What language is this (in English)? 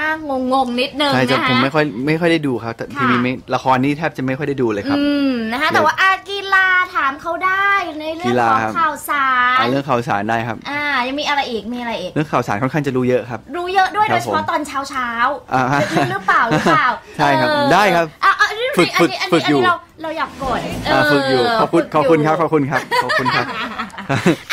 Thai